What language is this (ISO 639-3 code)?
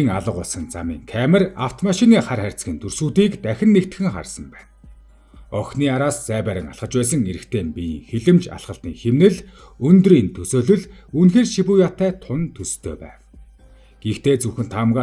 mon